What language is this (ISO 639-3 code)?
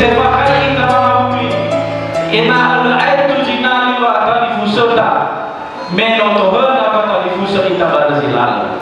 nia